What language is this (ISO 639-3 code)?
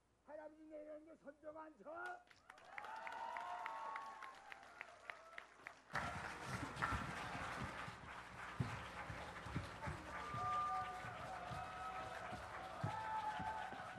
kor